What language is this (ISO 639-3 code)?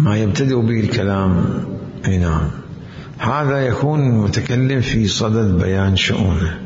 acm